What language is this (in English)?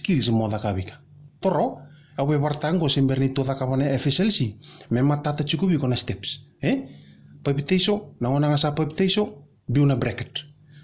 Fijian